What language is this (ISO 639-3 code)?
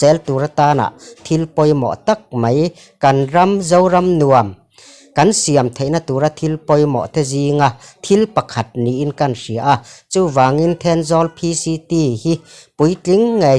lus